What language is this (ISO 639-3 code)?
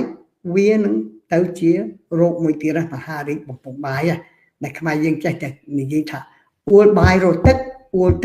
khm